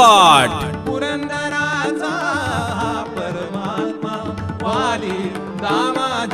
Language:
Marathi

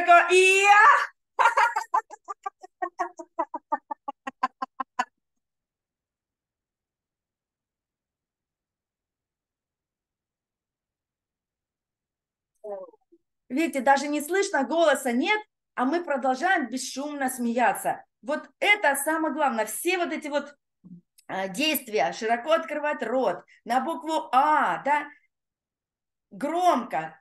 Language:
Russian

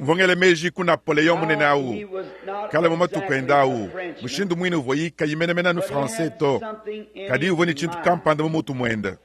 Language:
Luba-Lulua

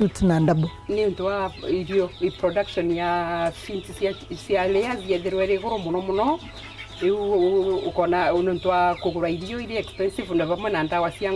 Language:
Meru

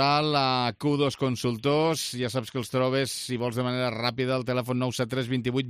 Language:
Catalan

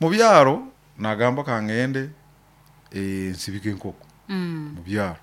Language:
Nyoro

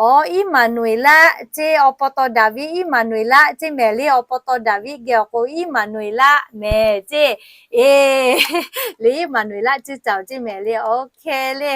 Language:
Lahu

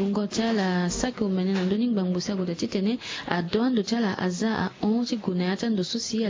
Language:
Sango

